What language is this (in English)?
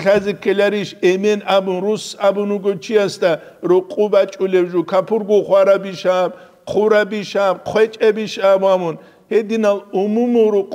Avaric